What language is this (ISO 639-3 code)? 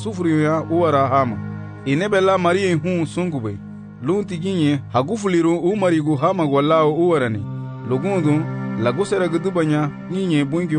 cab